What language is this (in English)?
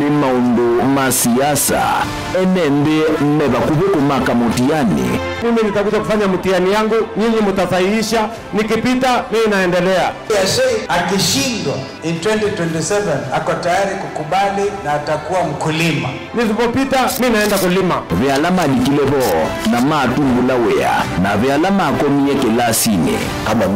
Kamba